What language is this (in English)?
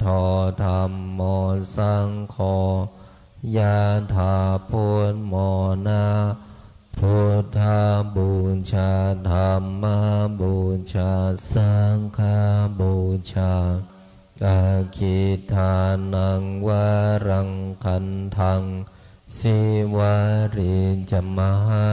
Pali